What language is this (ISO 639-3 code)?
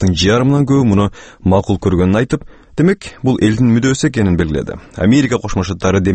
kir